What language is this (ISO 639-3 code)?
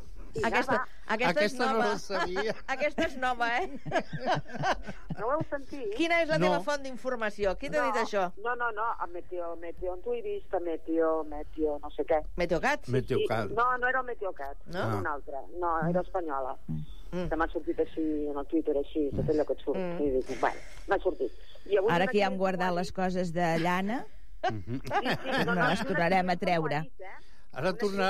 cat